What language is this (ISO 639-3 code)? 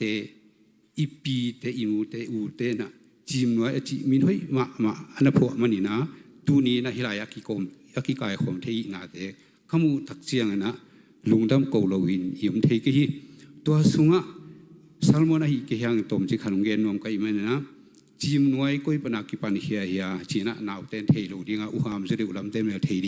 ctd